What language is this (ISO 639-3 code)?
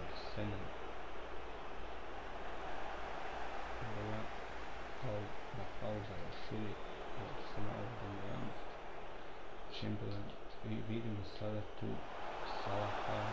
hrv